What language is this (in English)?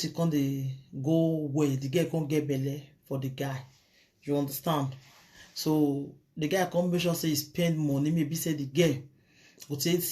Nigerian Pidgin